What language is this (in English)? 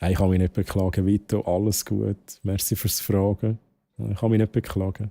Swiss German